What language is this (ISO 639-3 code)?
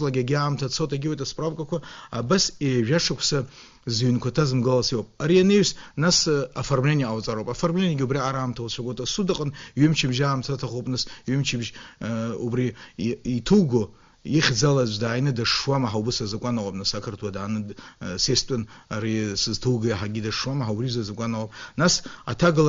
abk